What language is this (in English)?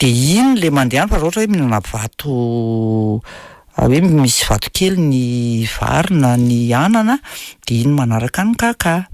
Malagasy